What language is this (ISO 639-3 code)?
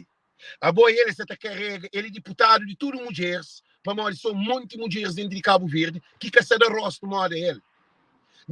kea